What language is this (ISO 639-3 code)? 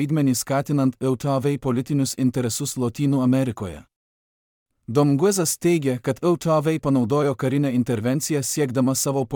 lit